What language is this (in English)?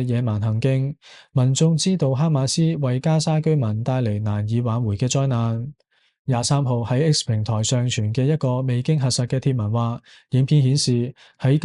Cantonese